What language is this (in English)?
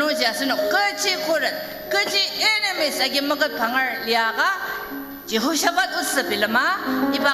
Ao Naga